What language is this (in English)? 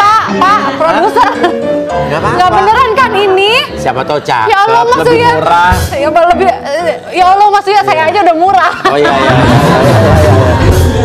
Indonesian